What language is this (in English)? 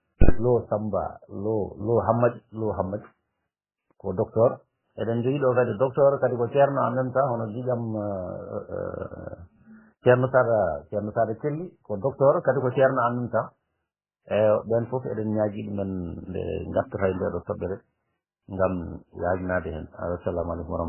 Fula